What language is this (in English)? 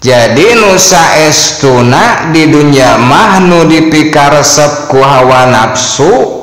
Sundanese